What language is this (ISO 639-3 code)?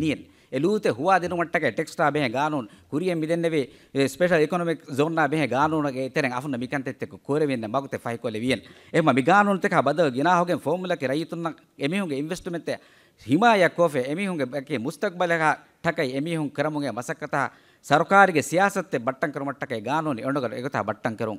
div